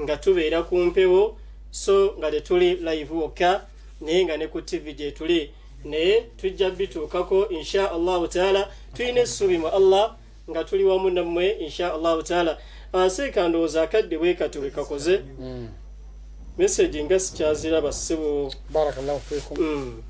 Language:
Ganda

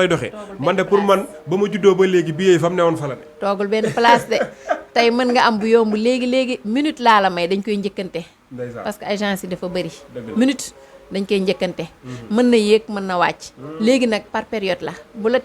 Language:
Wolof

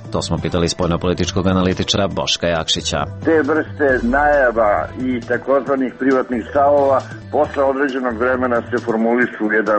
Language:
Serbian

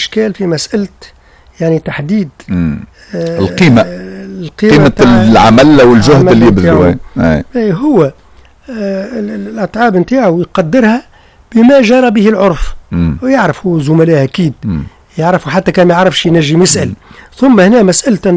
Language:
Tunisian Arabic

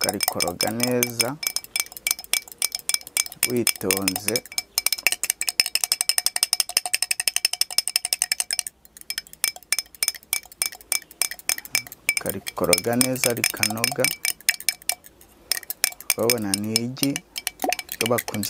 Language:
Kinyarwanda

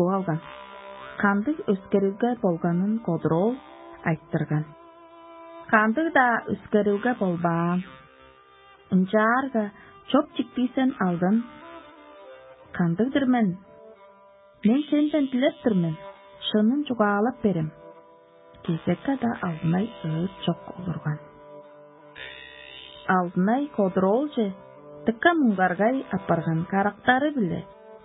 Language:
Tuvinian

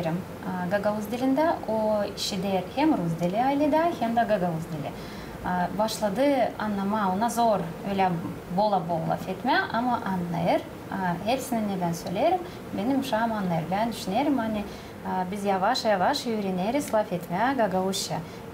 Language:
Gagauz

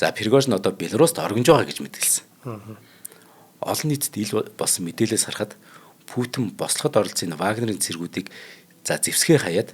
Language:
Mongolian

